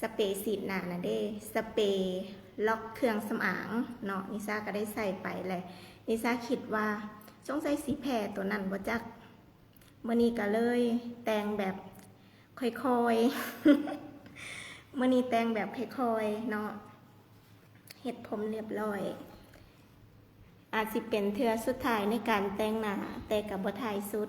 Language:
Lao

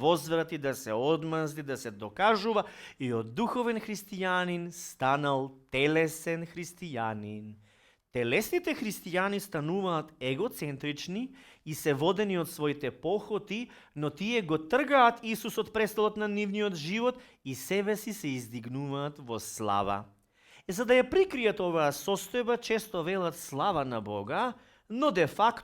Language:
Macedonian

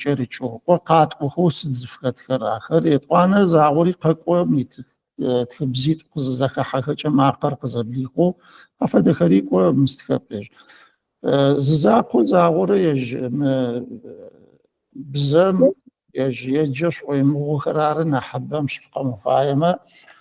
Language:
Adyghe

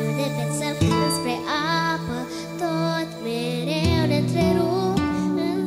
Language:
Romanian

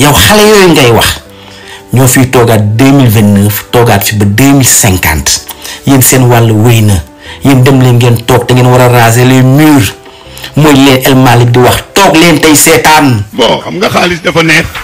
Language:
Wolof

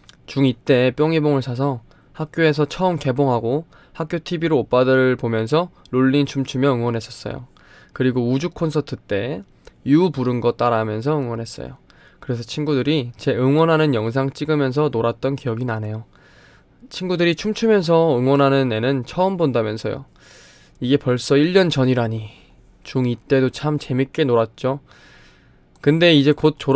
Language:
Korean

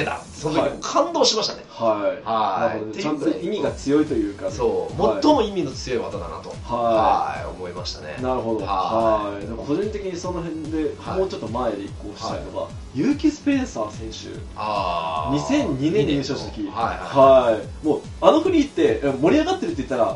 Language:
Japanese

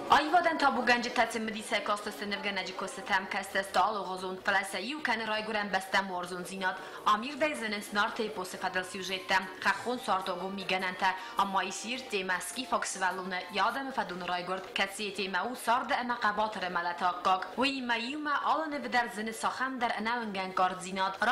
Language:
Ossetic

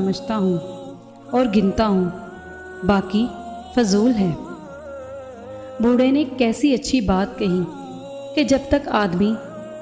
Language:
Urdu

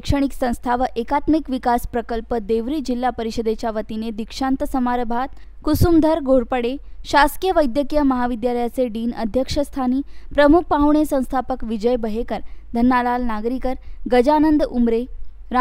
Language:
Marathi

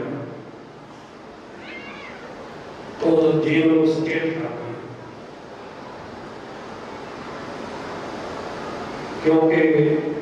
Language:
Punjabi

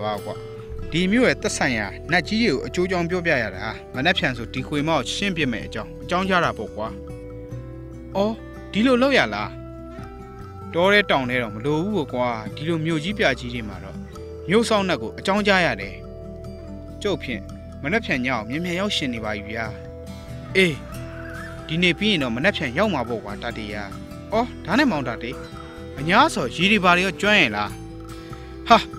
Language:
Burmese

